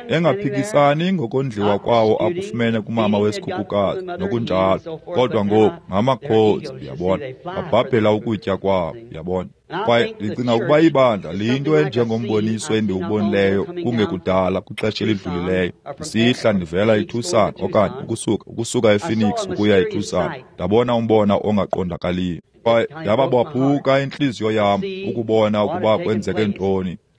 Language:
Xhosa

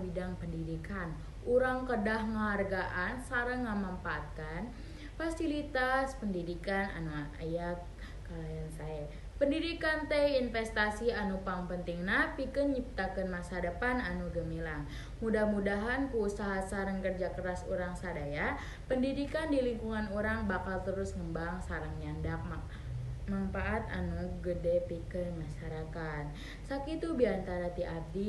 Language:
Sundanese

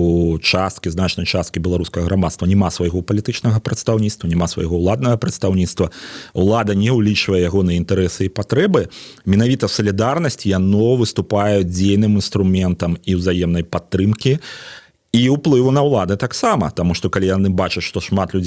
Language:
Belarusian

